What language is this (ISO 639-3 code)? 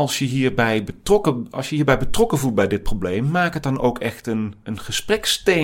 nld